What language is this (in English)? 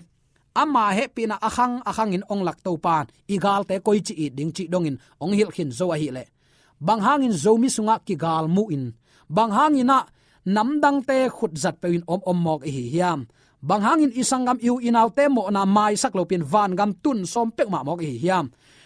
Tedim Chin